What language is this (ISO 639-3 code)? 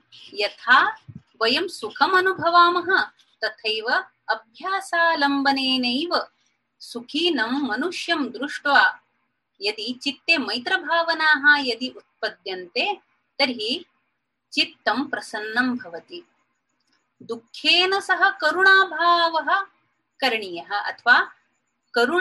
san